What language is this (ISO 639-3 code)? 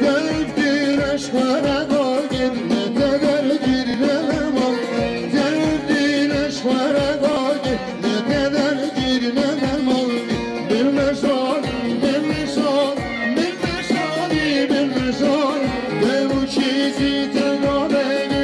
kur